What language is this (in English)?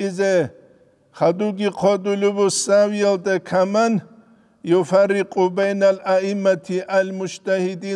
Avaric